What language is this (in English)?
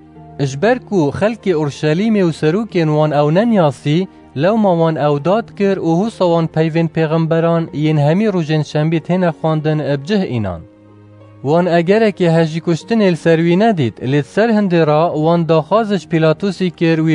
Kurdish